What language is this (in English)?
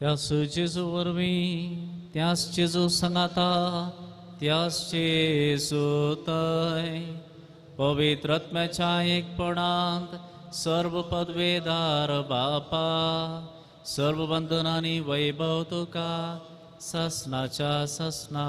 Konkani